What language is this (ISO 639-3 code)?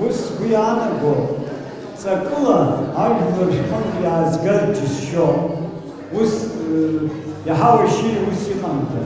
abk